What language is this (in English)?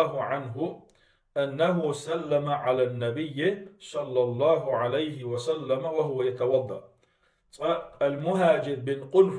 Chechen